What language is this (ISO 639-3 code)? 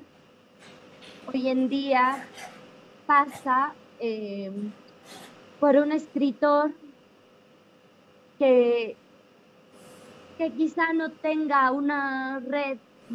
spa